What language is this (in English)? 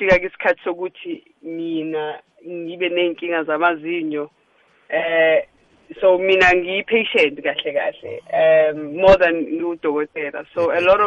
South Ndebele